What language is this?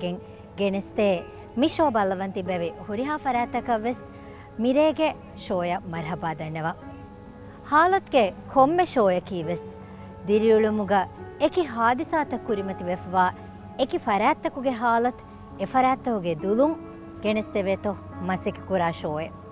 Divehi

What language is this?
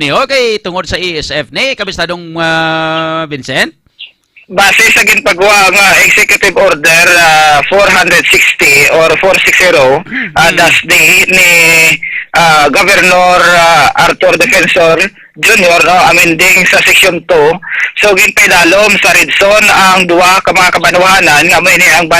Hiligaynon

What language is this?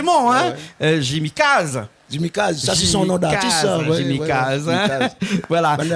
Réunion Creole French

